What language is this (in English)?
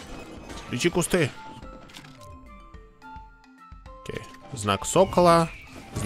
Russian